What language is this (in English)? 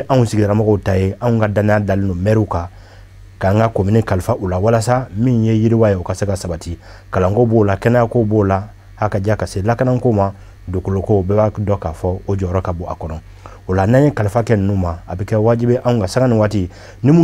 Bambara